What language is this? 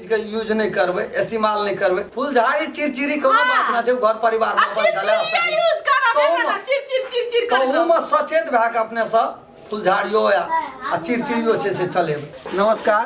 Maithili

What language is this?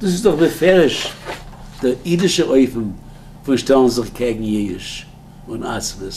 Yiddish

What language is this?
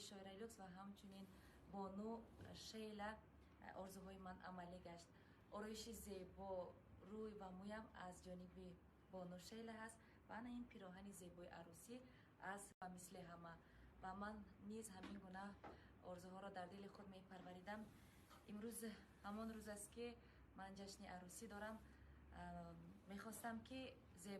Tajik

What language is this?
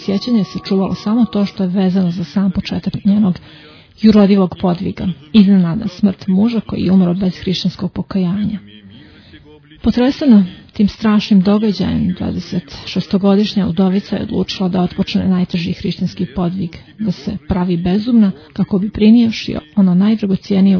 Serbian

